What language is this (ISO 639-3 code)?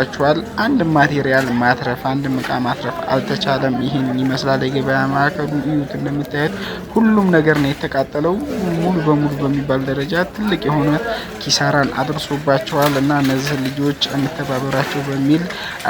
amh